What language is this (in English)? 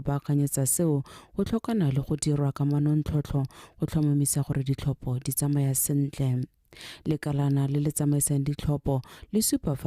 Tswana